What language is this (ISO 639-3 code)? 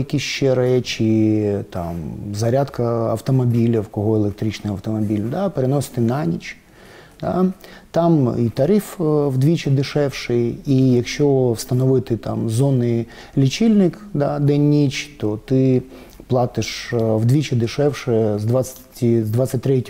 ukr